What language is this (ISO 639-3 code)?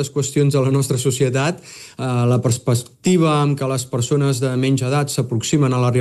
cat